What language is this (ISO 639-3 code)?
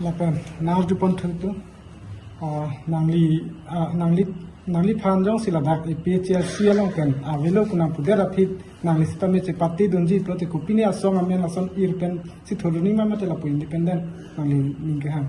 mjw